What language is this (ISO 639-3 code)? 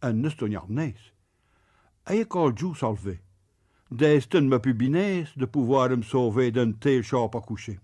pcd